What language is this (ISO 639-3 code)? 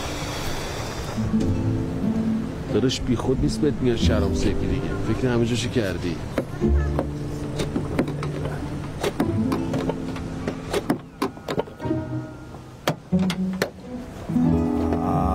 fas